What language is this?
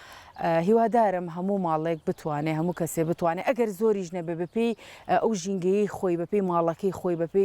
Central Kurdish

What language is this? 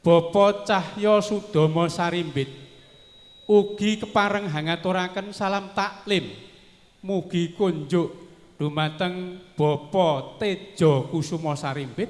Javanese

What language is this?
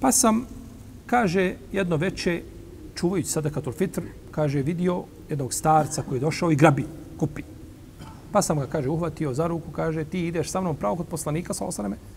Bosnian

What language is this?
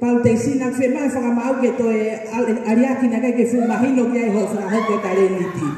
Tongan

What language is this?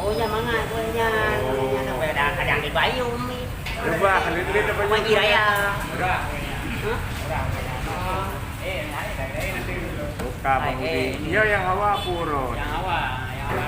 Achinese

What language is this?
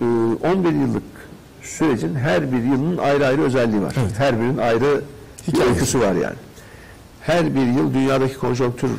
Turkish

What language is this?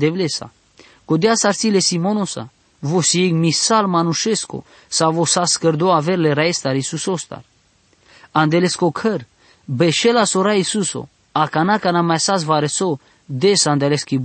Basque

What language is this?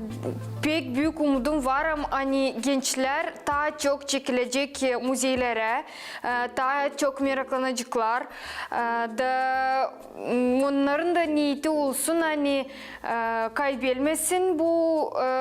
Gagauz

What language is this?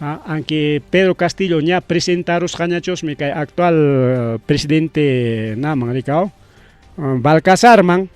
Ayacucho Quechua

